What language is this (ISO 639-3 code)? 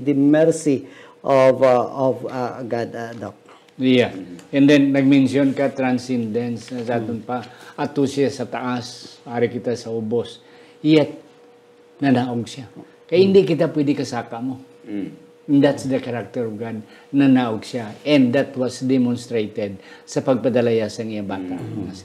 hil